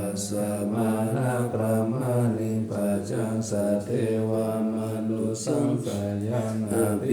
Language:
Pali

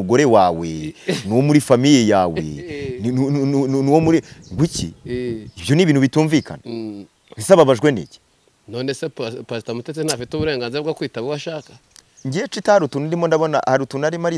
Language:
Kinyarwanda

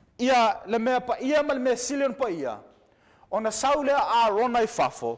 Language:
Samoan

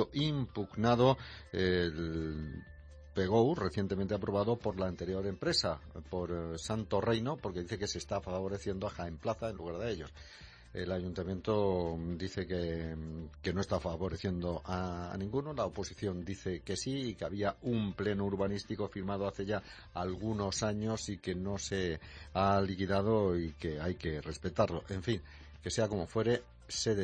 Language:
Spanish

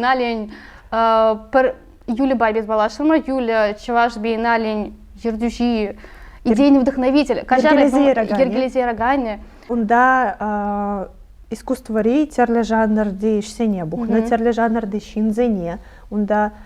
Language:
Chuvash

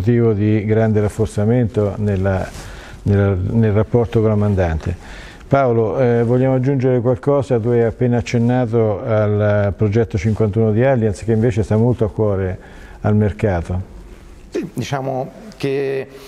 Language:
Italian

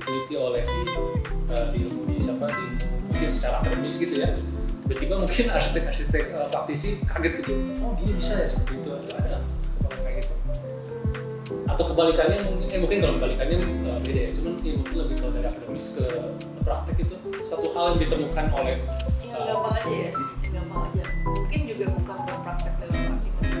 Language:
Indonesian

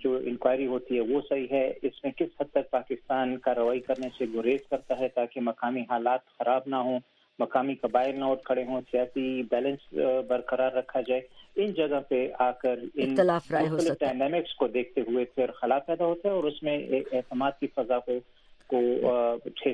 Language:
Urdu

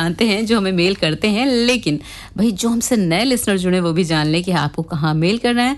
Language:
Hindi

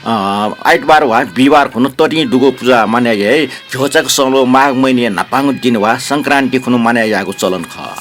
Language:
Newari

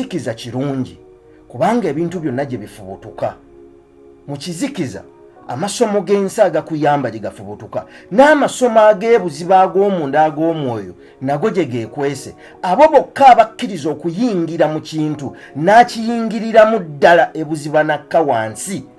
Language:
Ganda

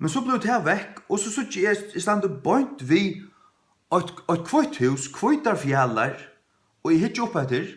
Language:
Faroese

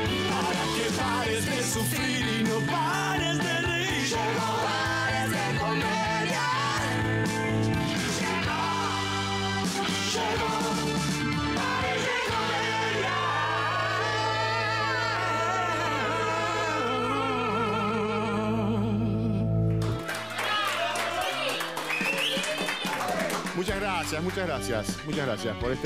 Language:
Spanish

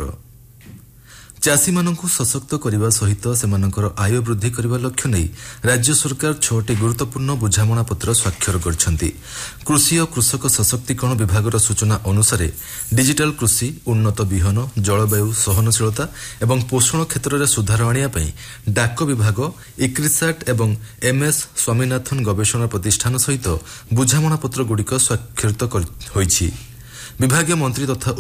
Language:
Odia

